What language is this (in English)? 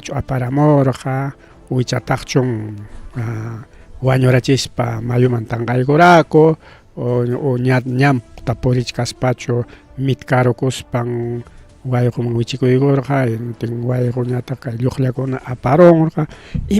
Ayacucho Quechua